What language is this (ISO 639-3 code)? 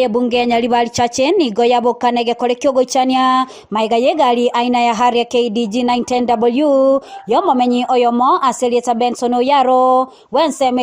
guz